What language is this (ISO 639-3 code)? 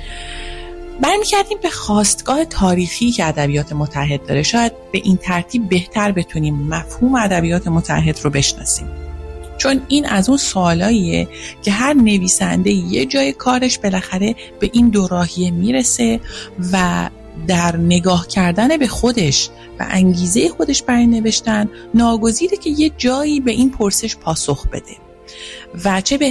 fas